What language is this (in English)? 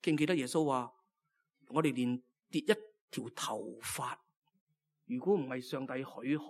Cantonese